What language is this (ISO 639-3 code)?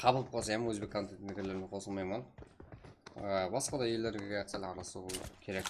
kaa